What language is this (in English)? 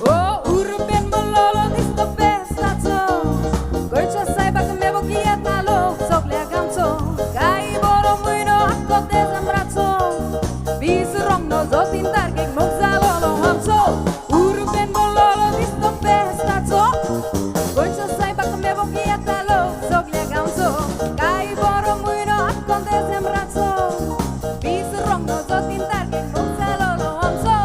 Konkani